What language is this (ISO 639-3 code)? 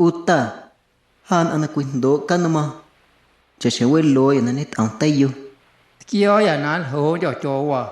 amu